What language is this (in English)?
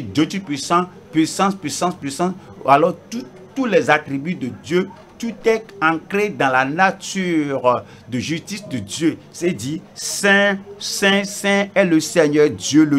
French